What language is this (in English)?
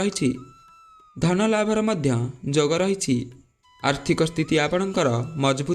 Odia